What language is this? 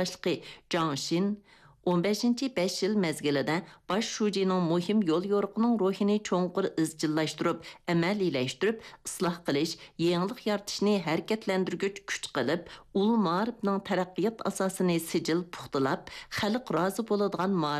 Uyghur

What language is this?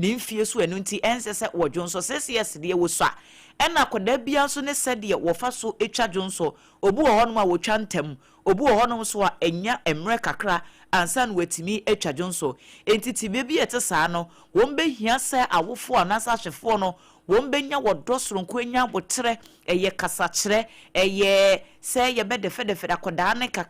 Akan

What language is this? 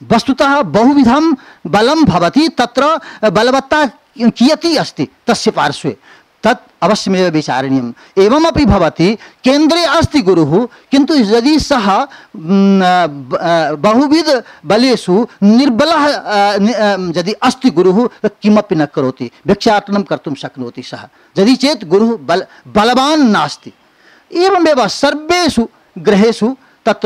Sanskrit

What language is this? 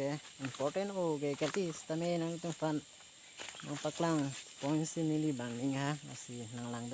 Karbi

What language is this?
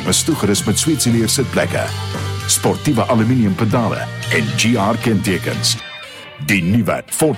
Afrikaans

